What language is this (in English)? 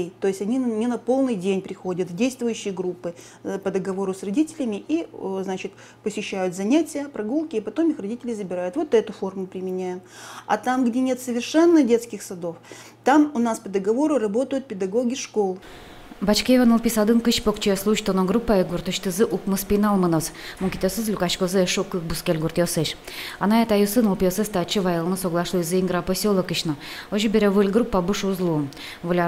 Udmurt